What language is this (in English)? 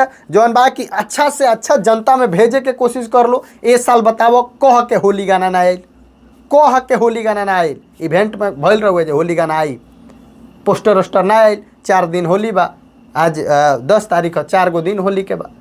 Bhojpuri